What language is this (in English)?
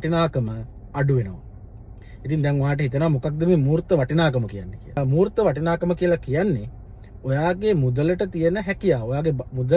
Sinhala